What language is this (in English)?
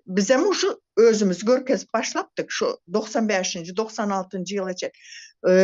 Turkmen